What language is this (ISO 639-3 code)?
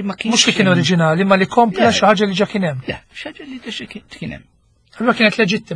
mlt